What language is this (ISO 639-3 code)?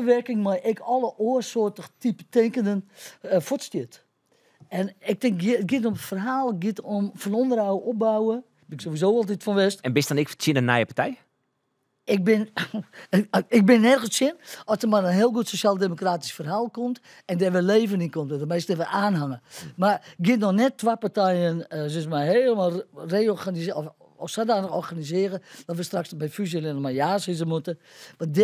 fry